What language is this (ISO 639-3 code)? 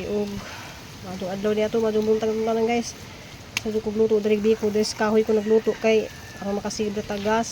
ceb